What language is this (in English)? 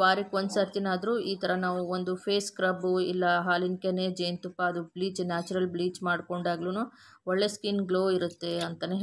Kannada